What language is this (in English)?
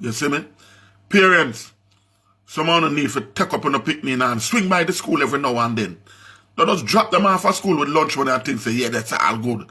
Jamaican Creole English